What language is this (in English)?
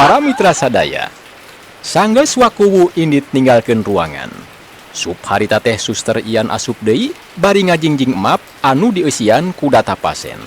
Sundanese